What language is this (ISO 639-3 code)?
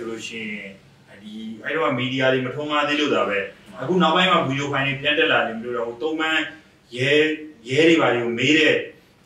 mya